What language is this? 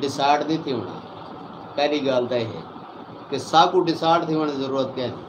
Saraiki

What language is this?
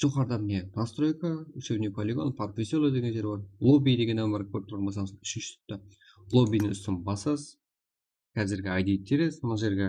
Kara-Kalpak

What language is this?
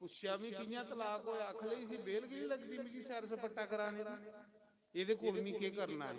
Dogri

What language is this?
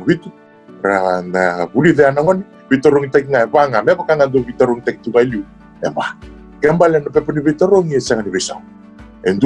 Fijian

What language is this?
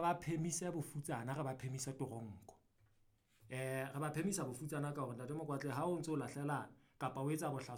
Southern Sotho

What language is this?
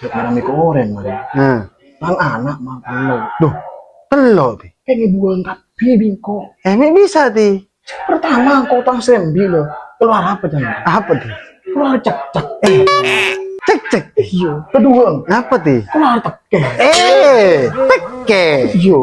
Madurese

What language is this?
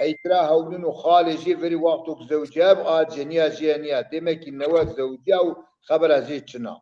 Zaza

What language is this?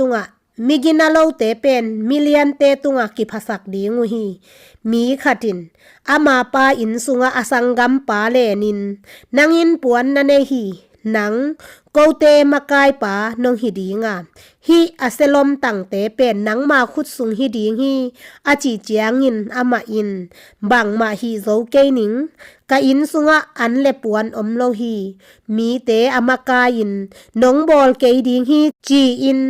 Tedim Chin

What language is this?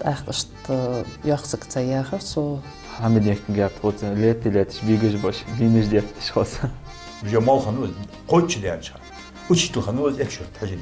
Ingush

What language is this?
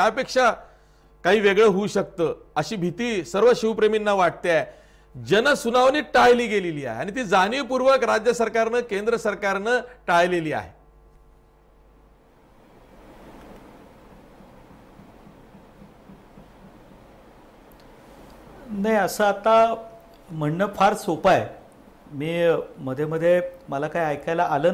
Marathi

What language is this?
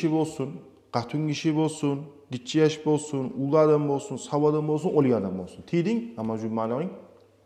Kumyk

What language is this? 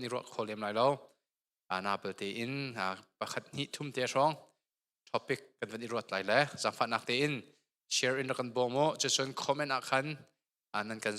Hakha Chin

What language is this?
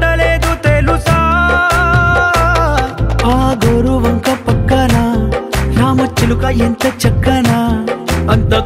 Telugu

